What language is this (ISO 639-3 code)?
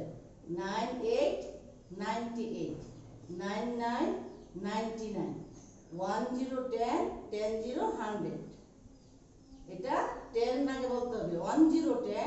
ben